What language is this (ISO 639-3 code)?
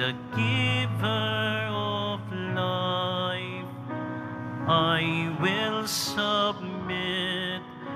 fil